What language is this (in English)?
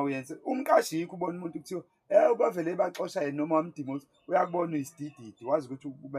Zulu